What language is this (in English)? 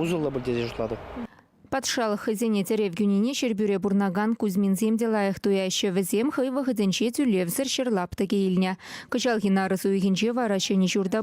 Chuvash